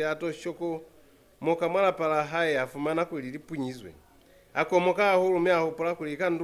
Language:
Lozi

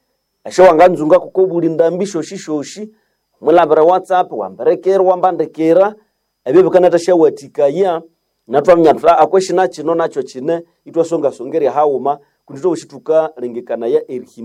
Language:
Nande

